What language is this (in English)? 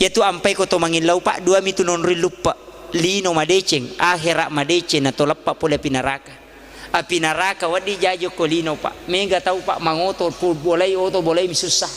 Buginese